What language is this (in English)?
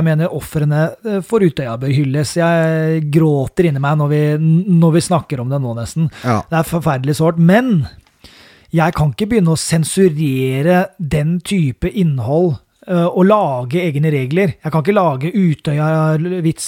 Norwegian